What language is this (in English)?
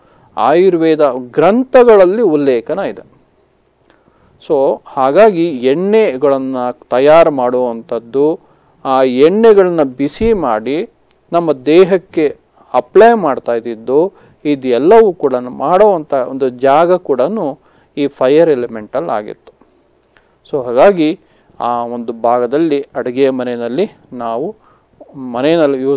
Kannada